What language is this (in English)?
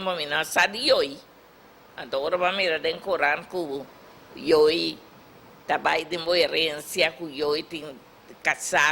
Papiamento